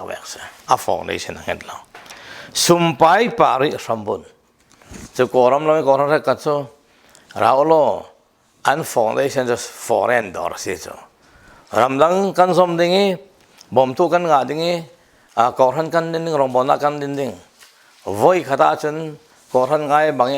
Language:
Falam Chin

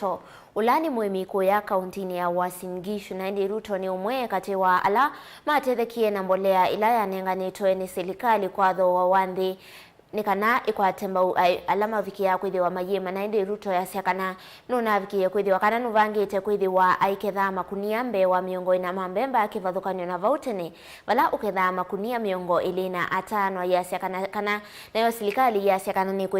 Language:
Kamba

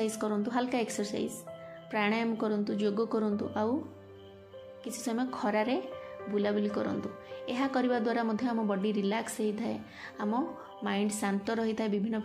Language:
Odia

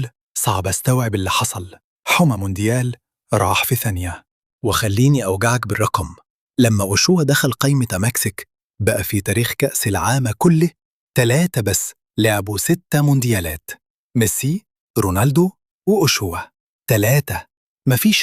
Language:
Egyptian Arabic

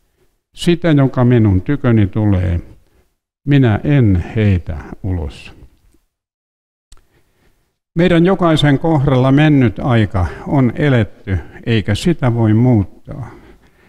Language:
Finnish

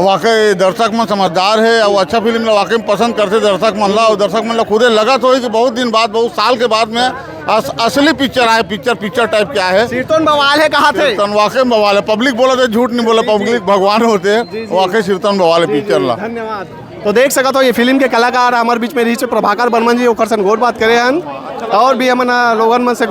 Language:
Chhattisgarhi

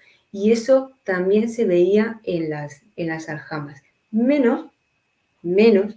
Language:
Ladino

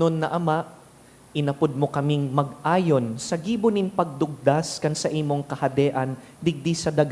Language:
Bikol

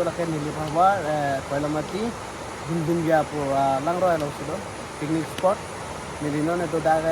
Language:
Karbi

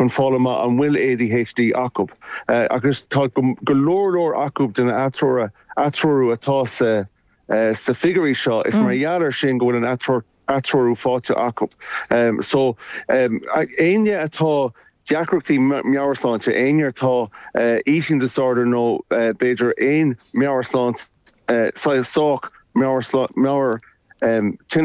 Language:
Irish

